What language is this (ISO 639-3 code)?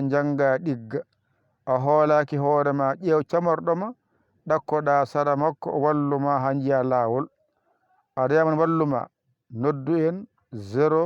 ful